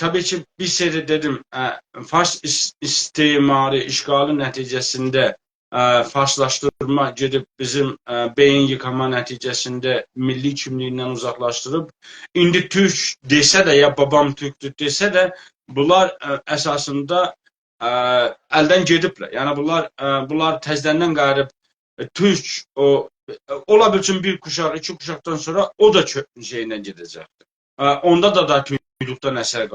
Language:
South Azerbaijani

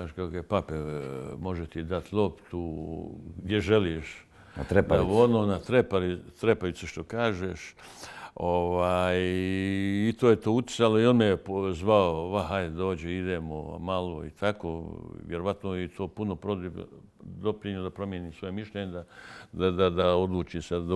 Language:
Bosnian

